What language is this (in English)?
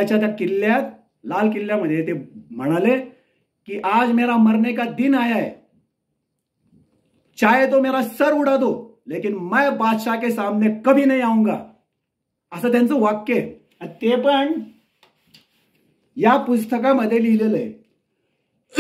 Marathi